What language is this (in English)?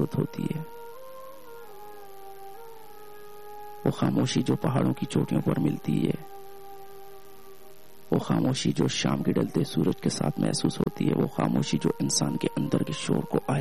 Urdu